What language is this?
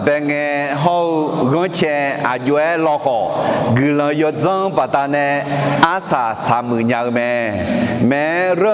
Akha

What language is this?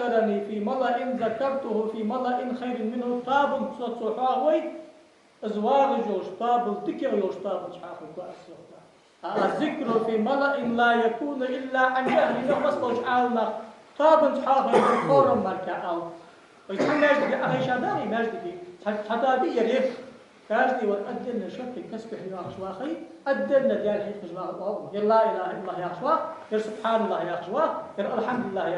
Ingush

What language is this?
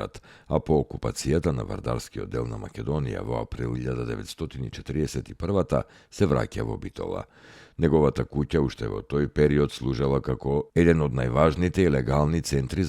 Macedonian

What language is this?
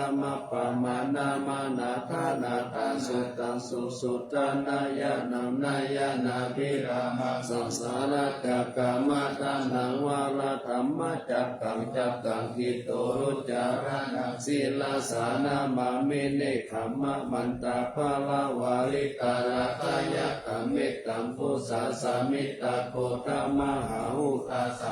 Pali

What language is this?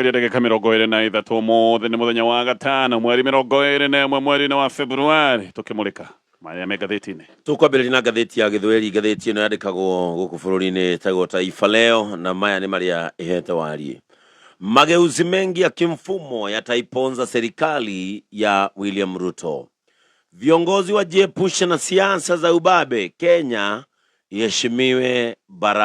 Kikuyu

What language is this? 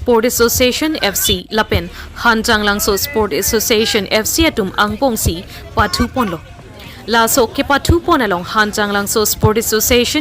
Karbi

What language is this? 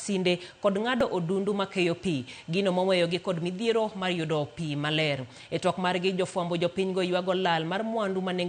Luo (Kenya and Tanzania)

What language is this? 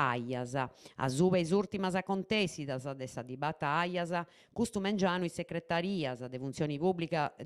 Sardinian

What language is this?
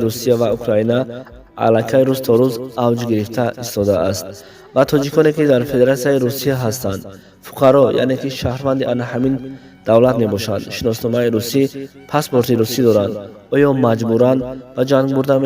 Tajik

